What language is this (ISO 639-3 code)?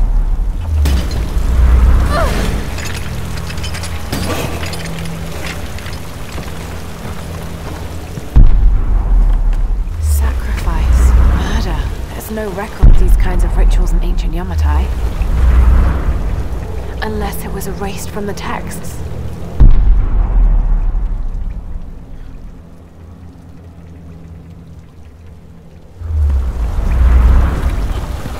eng